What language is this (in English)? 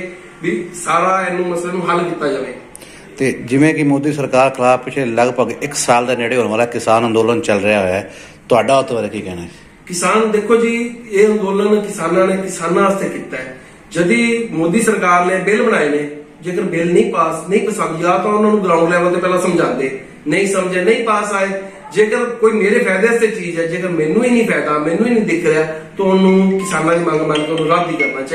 Punjabi